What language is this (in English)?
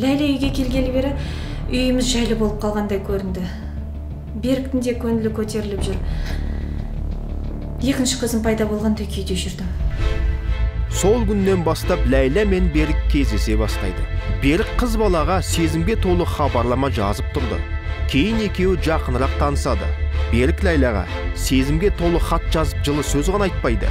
Kazakh